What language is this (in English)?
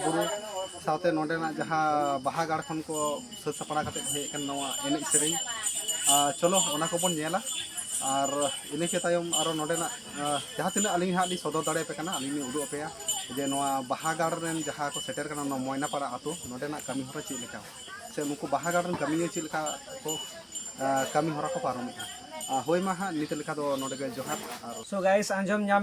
Santali